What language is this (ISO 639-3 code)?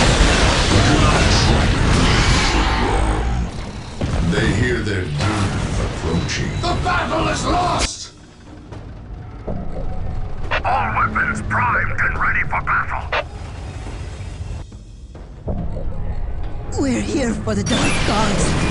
eng